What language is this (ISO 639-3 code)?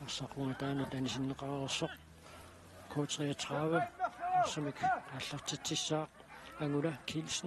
kal